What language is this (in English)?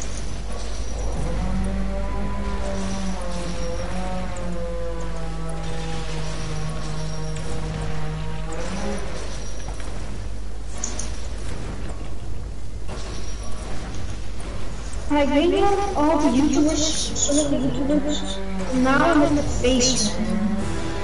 Dutch